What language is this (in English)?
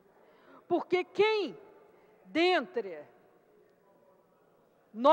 Portuguese